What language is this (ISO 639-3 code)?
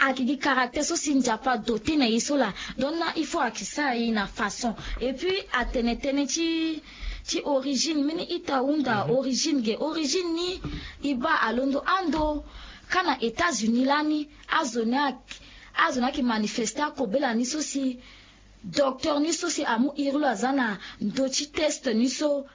sag